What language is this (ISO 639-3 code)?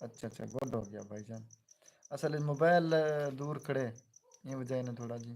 skr